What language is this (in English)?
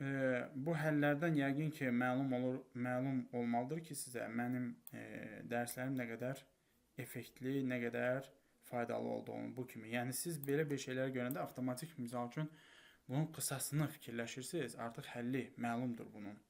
Azerbaijani